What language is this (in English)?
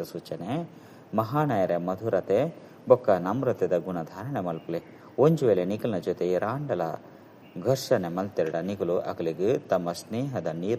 Tulu